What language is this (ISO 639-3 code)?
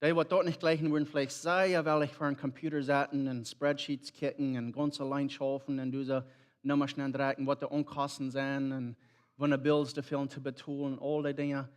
pdt